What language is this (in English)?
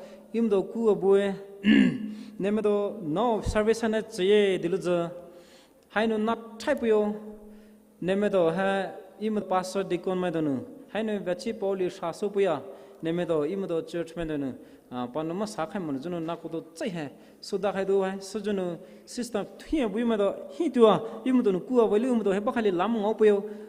Poumei Naga